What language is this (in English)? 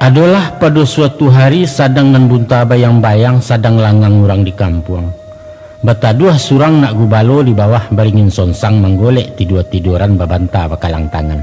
Minangkabau